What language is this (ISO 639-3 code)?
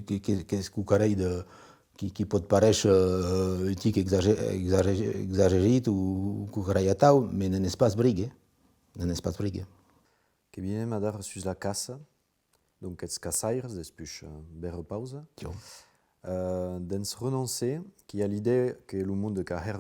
oci